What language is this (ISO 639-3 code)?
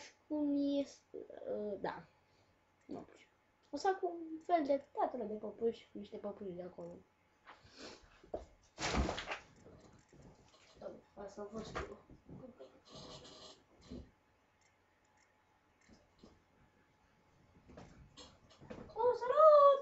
ron